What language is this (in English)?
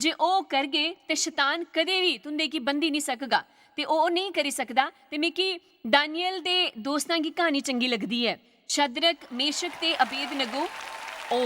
Dogri